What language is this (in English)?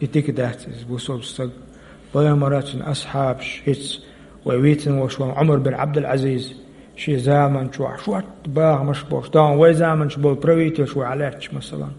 Chechen